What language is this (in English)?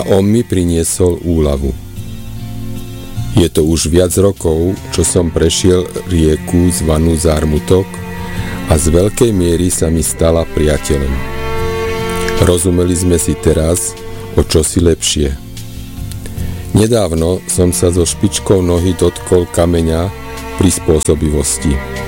Slovak